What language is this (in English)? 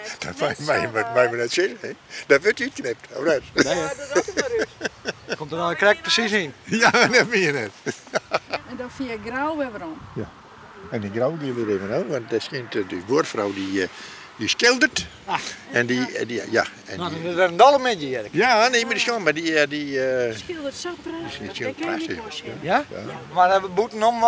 Western Frisian